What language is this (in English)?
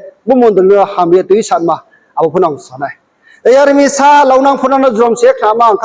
Riang (India)